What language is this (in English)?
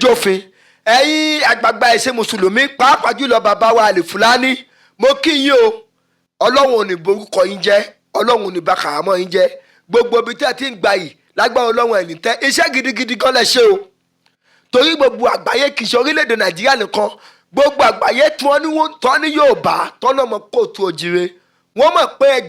Yoruba